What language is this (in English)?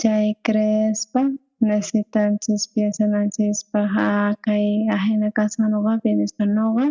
South Bolivian Quechua